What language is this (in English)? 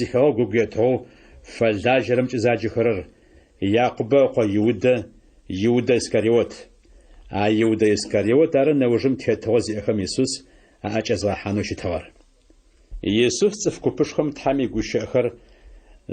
Adyghe